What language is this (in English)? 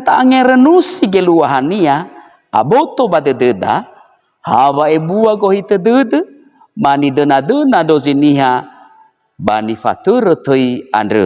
Nias